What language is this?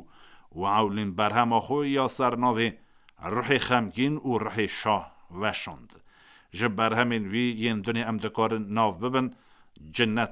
Kurdish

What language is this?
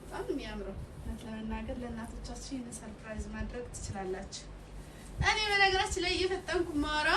Amharic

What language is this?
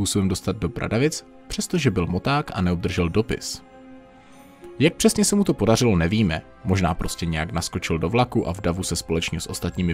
Czech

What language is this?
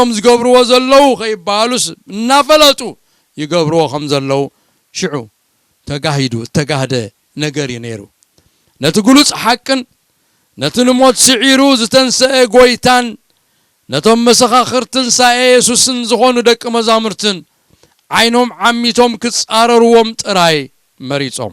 Tigrinya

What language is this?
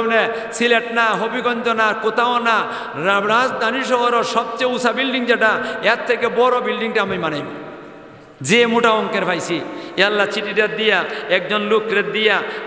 Sylheti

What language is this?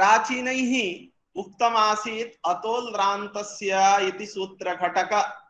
Sanskrit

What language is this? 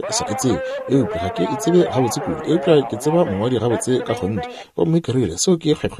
Northern Sotho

